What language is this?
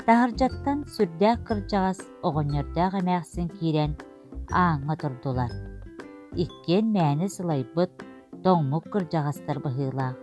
Yakut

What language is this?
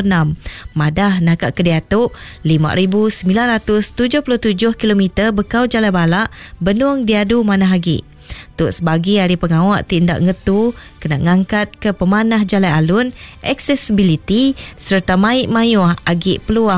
Iban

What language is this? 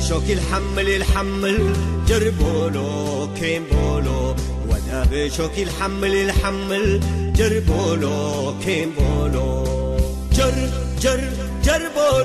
Tigre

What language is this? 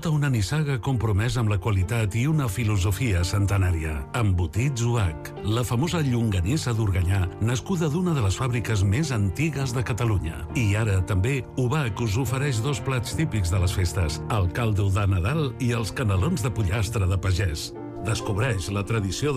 Catalan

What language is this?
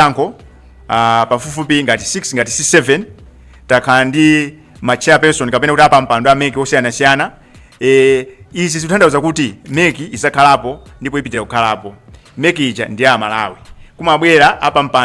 Nyanja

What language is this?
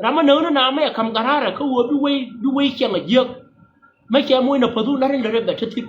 Nuer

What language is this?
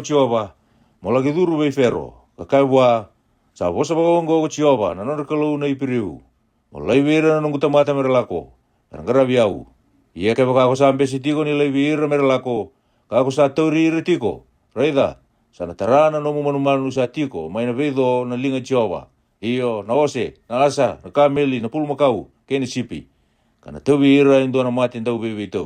Fijian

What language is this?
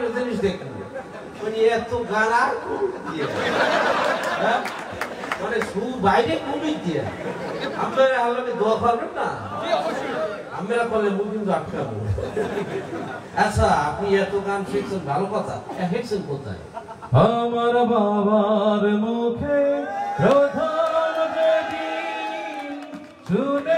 Bangla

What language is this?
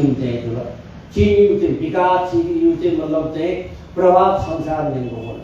Newari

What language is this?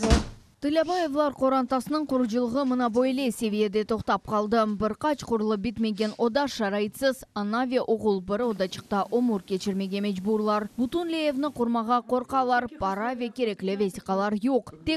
Crimean Tatar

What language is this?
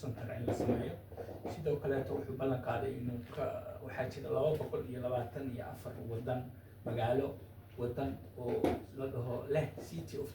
Somali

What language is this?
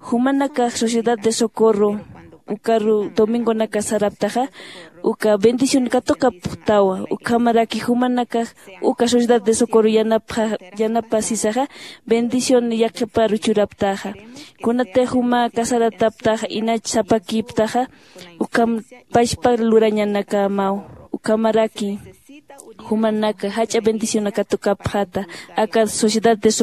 Aymara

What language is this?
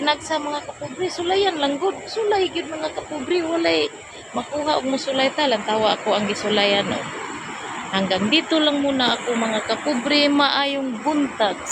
Cebuano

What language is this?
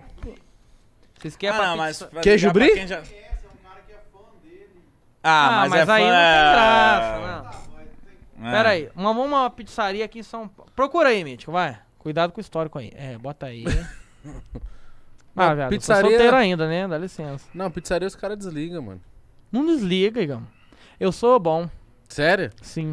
Portuguese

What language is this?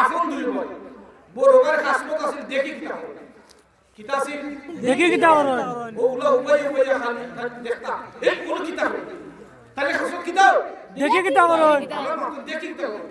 Sylheti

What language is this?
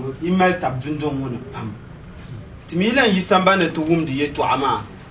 Dagbani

